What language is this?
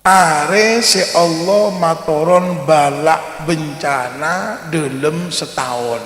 Madurese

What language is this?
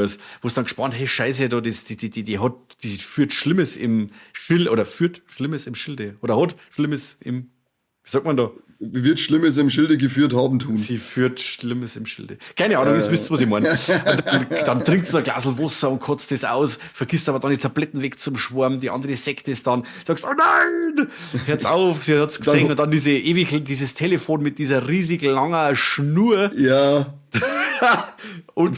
Bavarian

